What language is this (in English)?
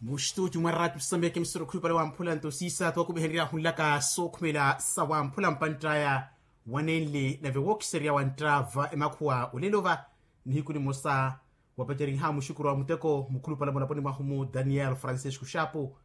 Makhuwa